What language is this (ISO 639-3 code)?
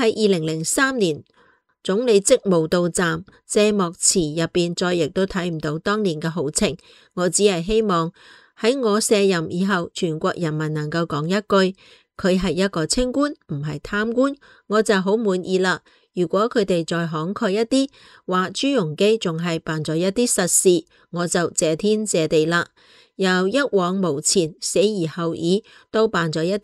yue